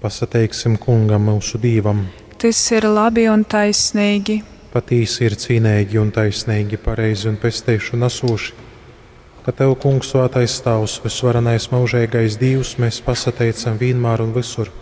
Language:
Latgalian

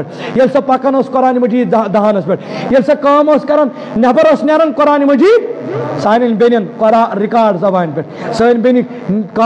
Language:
Kashmiri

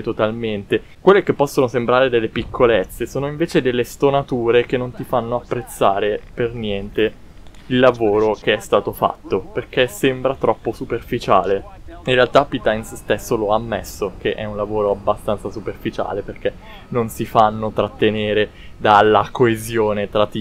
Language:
Italian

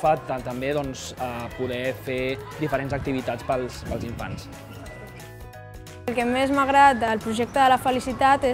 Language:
Catalan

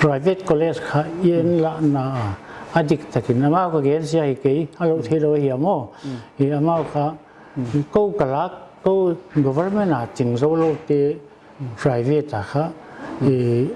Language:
Paite Chin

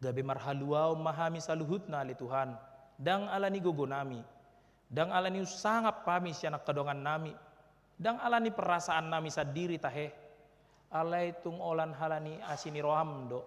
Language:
Batak Toba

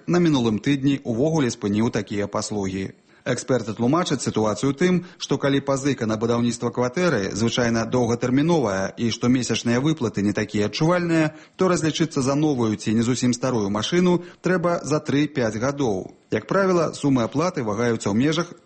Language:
Belarusian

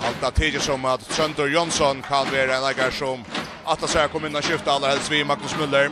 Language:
Faroese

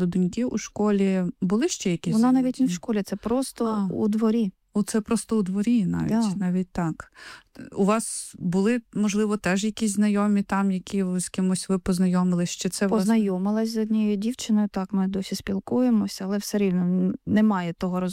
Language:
Ukrainian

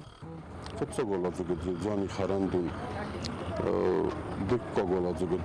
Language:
Ossetic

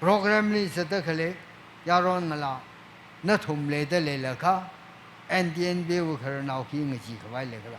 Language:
Tangkhul Naga (India)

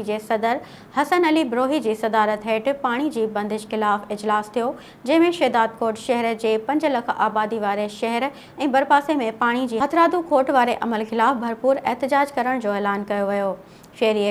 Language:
Sindhi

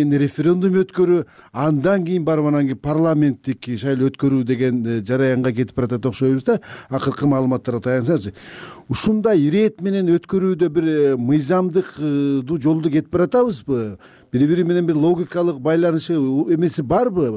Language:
Kyrgyz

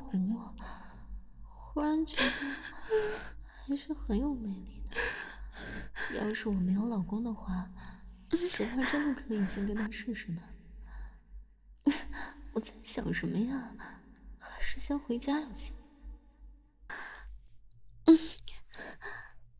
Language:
Chinese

